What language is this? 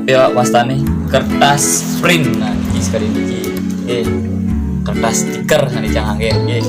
Balinese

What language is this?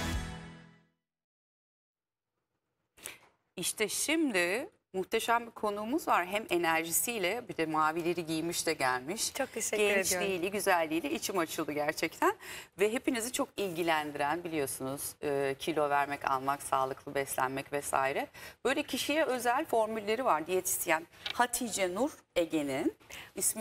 Turkish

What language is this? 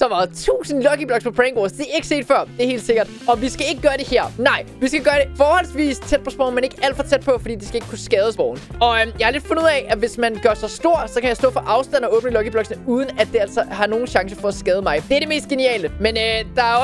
Danish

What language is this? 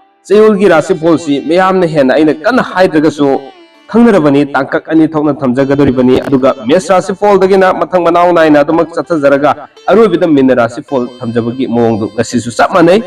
Manipuri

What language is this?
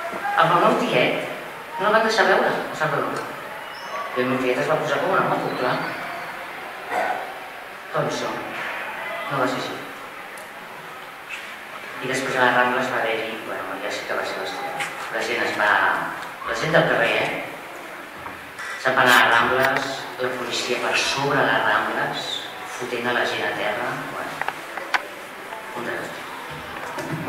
Catalan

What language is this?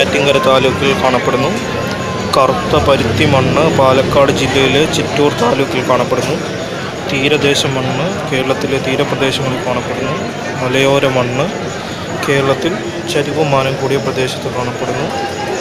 Malayalam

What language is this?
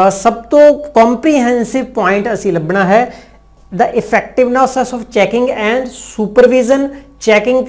Punjabi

